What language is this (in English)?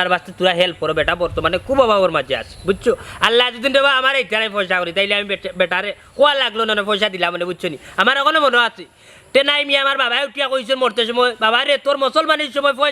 Sylheti